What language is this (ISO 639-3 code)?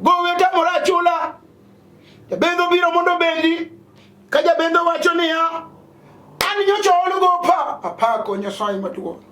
luo